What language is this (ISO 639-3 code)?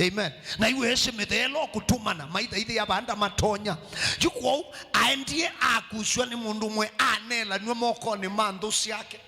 kam